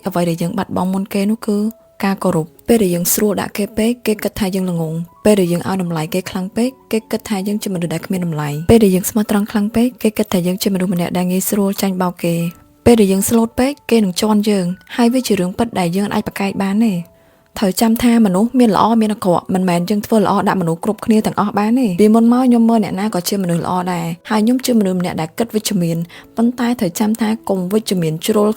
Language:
Khmer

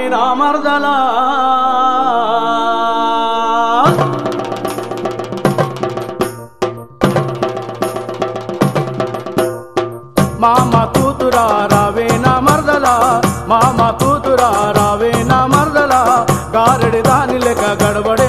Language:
Telugu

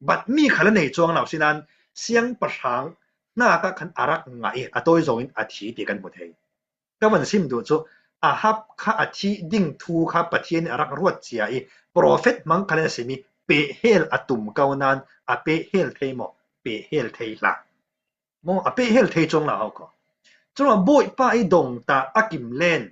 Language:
Falam Chin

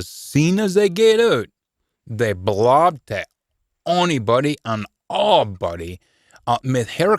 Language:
Scots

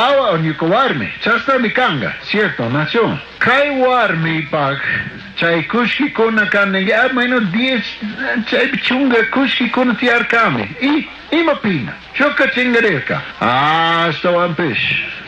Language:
Chimborazo Highland Quichua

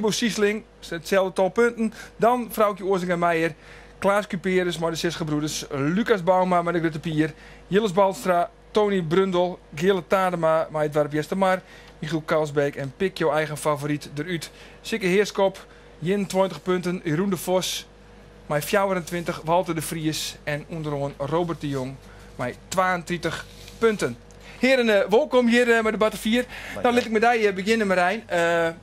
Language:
Western Frisian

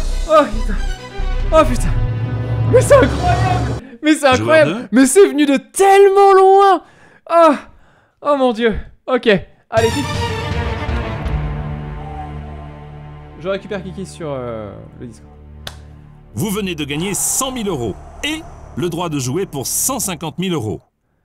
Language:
French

